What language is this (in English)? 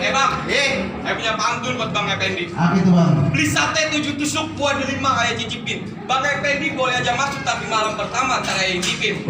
Betawi